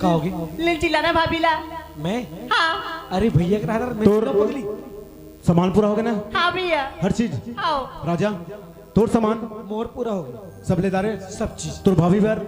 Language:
Chhattisgarhi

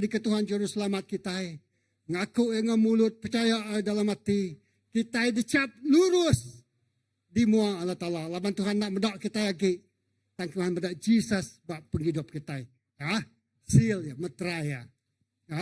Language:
Iban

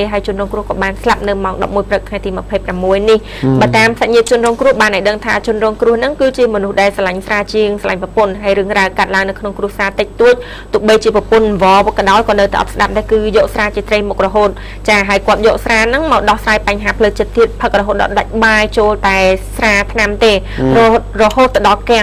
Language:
Khmer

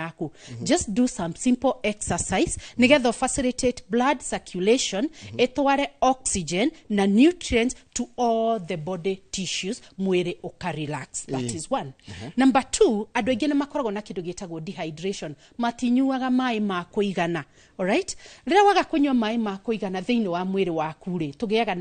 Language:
Kikuyu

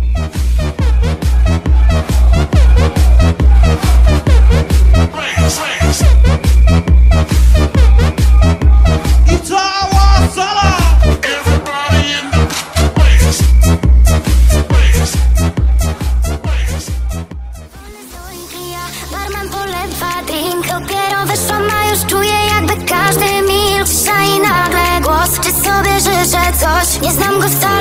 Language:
Polish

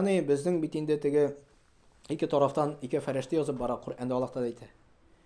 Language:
Tatar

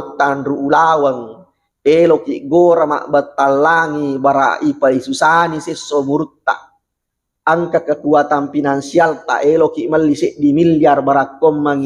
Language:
Buginese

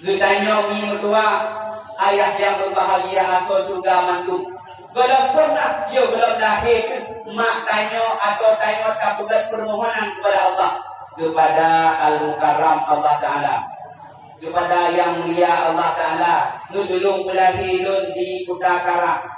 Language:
Achinese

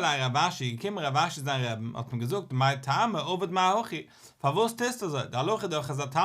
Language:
Yiddish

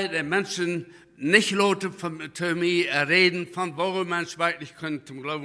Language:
Plautdietsch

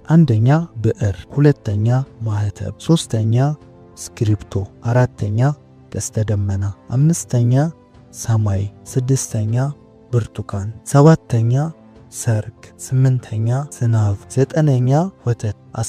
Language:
Amharic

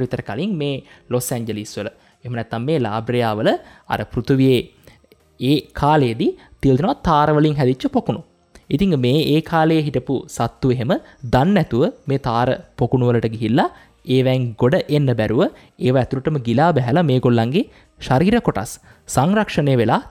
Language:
Sinhala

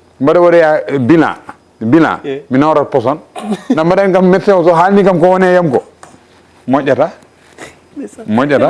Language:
Fula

